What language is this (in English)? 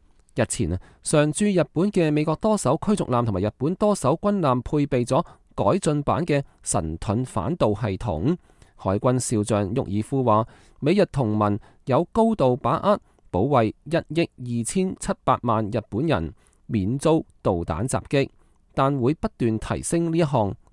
Cantonese